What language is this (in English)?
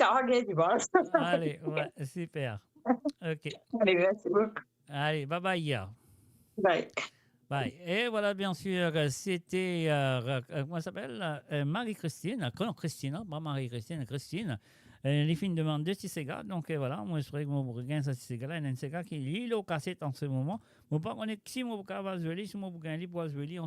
Morisyen